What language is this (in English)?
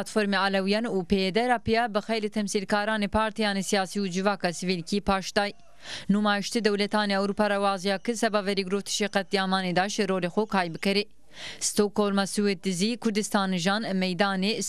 Zaza